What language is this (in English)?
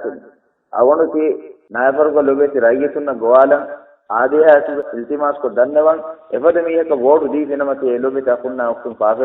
Divehi